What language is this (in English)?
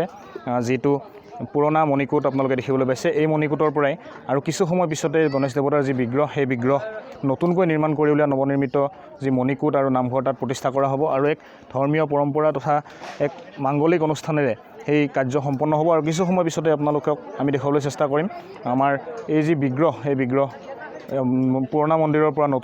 Assamese